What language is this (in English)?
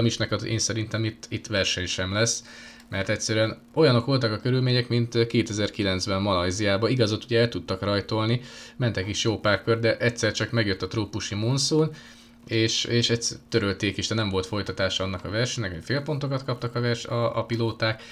Hungarian